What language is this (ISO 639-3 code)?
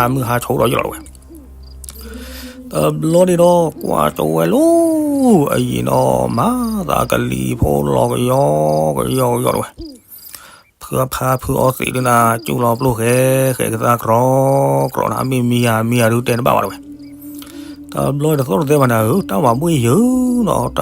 ksw